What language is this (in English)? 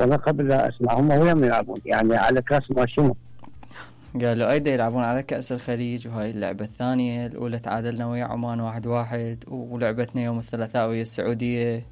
Mesopotamian Arabic